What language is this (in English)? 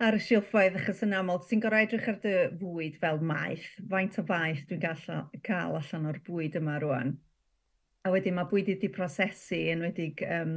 Welsh